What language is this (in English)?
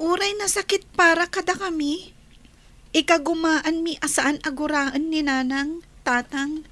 Iloko